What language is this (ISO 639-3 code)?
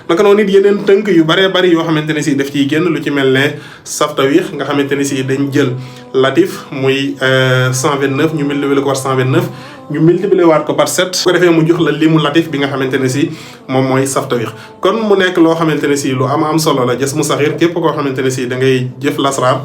wol